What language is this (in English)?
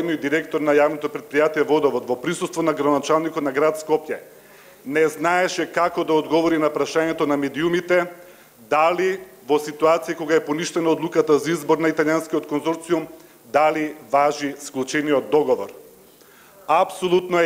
Macedonian